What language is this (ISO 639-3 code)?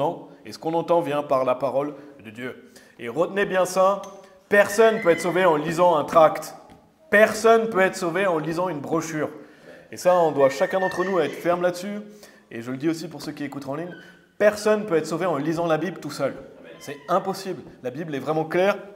fra